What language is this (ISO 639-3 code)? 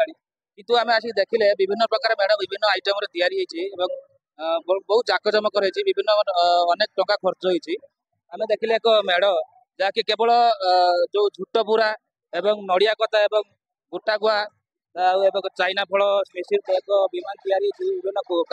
ori